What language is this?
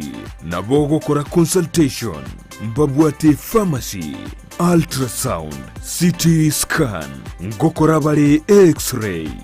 Gusii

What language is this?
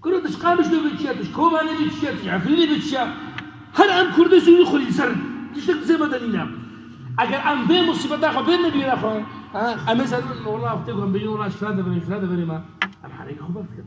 Kurdish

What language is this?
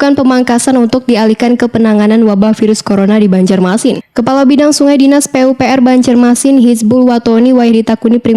Banjar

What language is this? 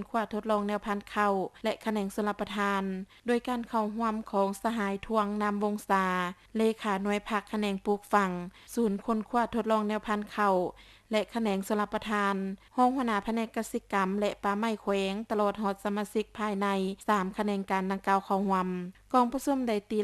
Lao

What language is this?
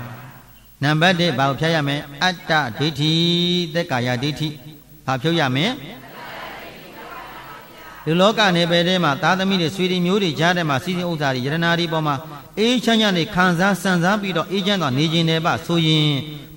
Burmese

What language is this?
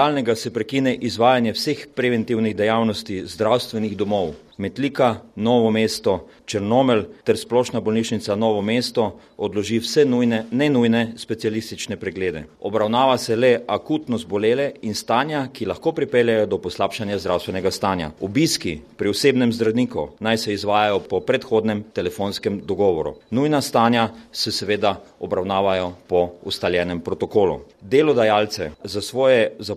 Slovenian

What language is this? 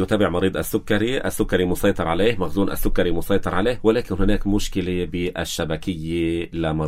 North Levantine Arabic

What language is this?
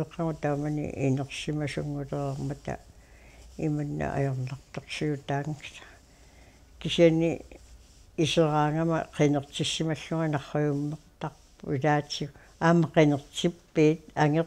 Kalaallisut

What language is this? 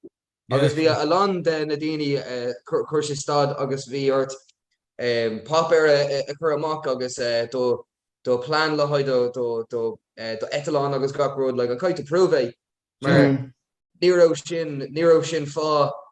Irish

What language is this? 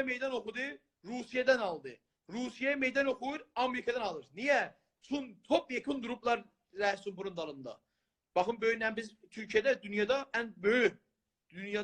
South Azerbaijani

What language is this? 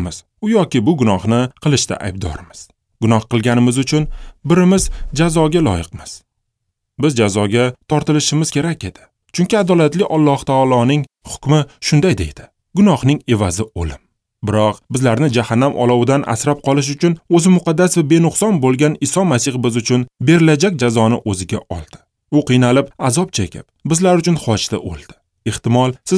Uzbek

